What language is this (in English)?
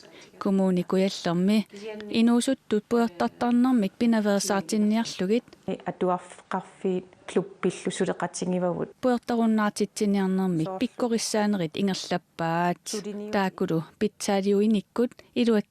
Kalaallisut